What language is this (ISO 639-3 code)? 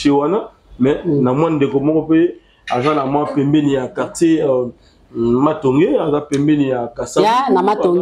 lin